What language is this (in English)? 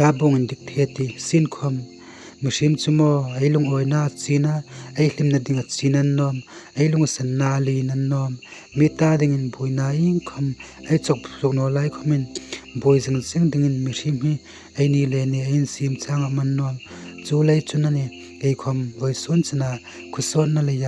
Hmar